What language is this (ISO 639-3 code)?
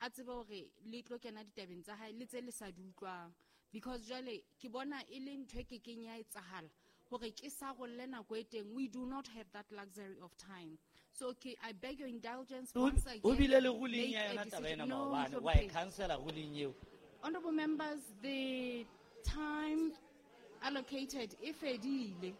sot